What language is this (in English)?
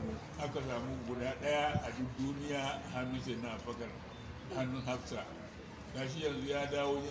Hausa